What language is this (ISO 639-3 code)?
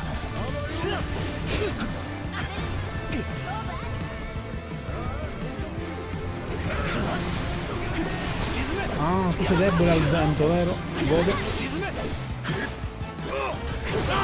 ita